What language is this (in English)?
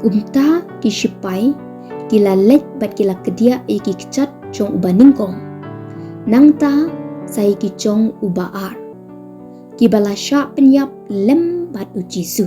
Khasi